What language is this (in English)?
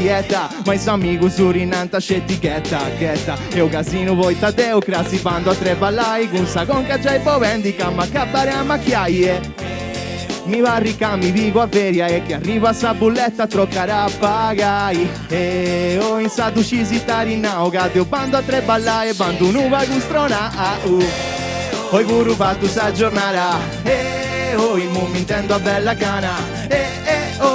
Sardinian